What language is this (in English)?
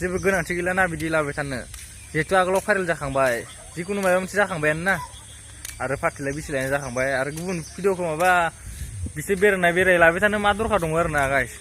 Bodo